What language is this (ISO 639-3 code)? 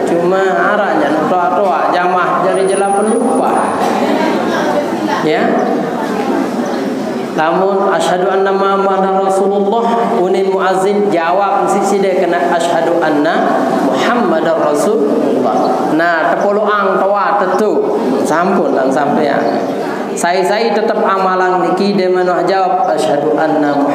sas